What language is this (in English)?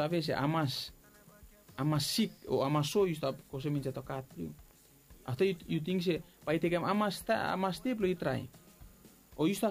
Bislama